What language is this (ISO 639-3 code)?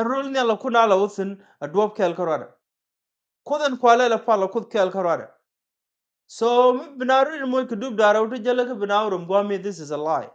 nus